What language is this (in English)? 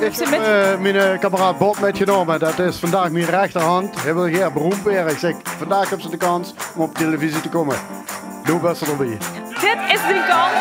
Limburgish